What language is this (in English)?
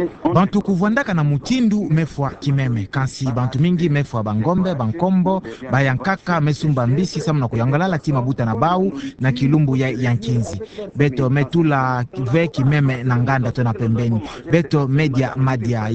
Kituba (Democratic Republic of Congo)